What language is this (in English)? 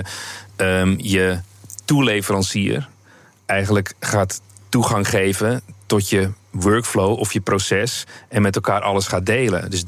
Dutch